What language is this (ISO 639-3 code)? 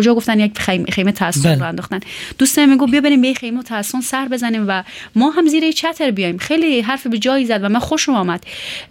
fas